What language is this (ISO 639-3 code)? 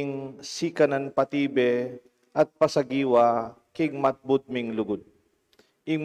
pam